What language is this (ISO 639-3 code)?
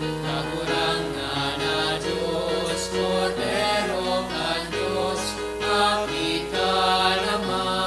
bik